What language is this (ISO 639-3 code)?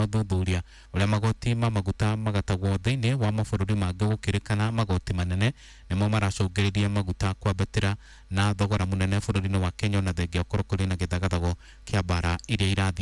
kik